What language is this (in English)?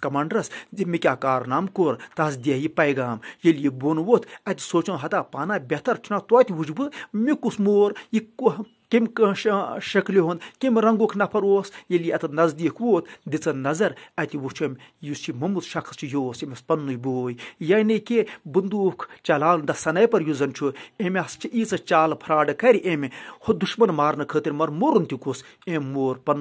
Kashmiri